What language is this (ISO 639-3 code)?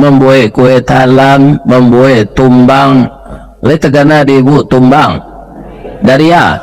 min